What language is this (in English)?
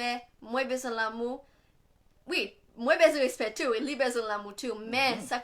Haitian Creole